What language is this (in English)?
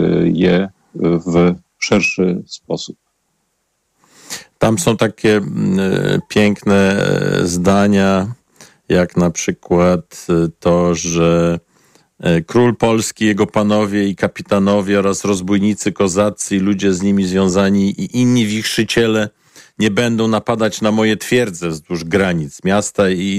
Polish